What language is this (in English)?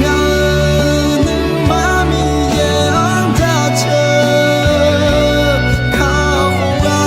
Akha